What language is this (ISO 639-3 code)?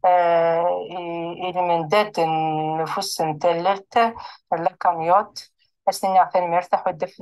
kab